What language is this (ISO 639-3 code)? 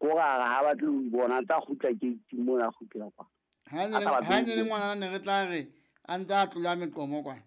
sot